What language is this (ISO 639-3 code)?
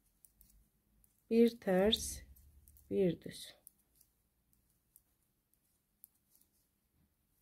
tur